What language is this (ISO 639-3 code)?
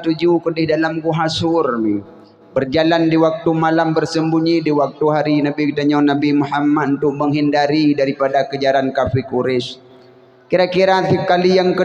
ace